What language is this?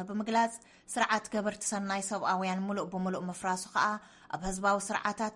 Tigrinya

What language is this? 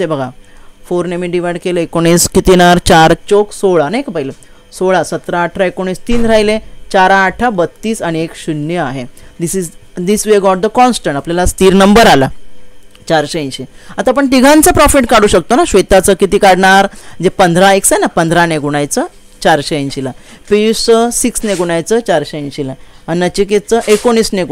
Marathi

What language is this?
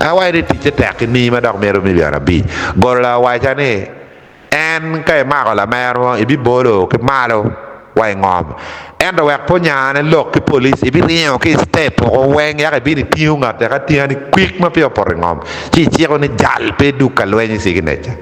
Acoli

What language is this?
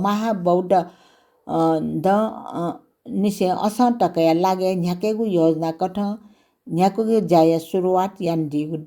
Newari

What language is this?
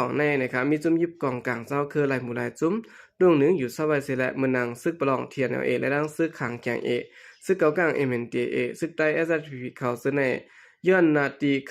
Shan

